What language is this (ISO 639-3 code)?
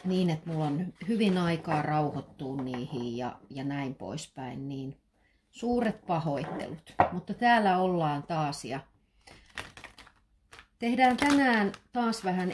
fin